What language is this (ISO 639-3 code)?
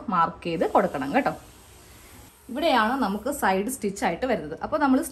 mal